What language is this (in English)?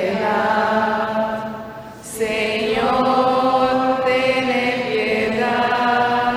Papiamento